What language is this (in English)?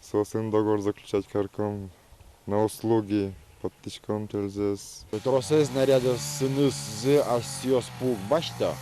Udmurt